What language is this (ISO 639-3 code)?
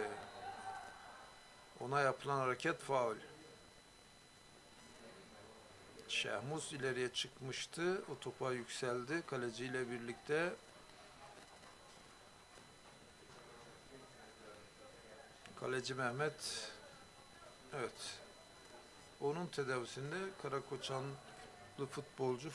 tur